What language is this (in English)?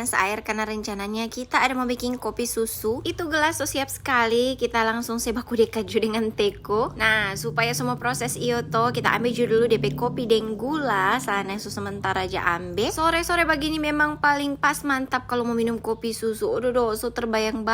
Manado Malay